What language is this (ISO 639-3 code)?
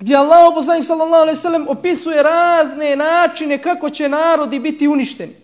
bos